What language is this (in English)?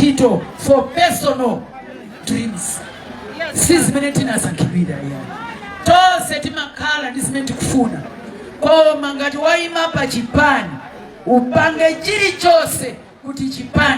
Nyanja